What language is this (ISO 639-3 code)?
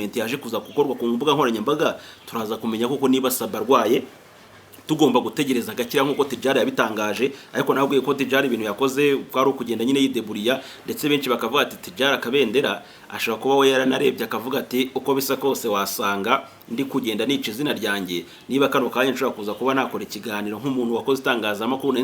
kin